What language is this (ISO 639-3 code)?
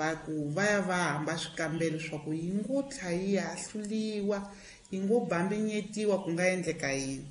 tso